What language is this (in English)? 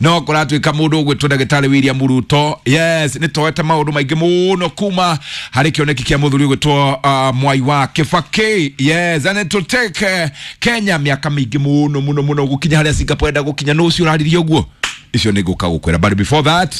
Kikuyu